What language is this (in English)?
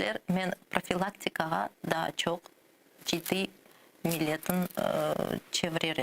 Crimean Tatar